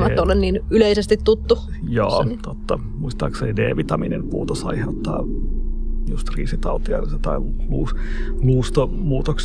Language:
Finnish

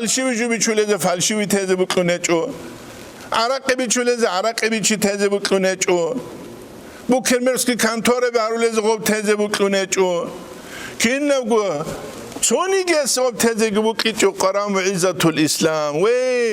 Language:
Avaric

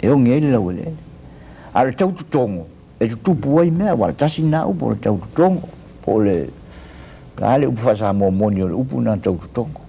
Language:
Samoan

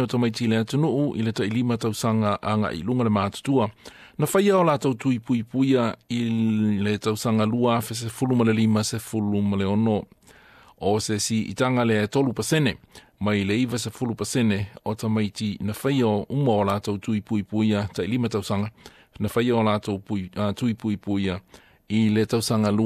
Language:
Samoan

